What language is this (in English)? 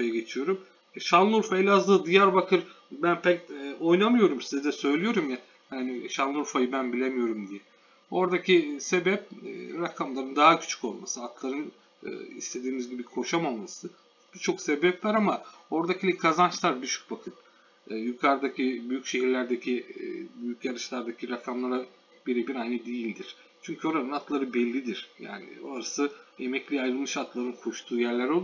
Turkish